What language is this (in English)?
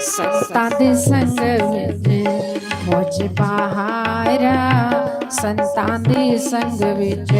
Dogri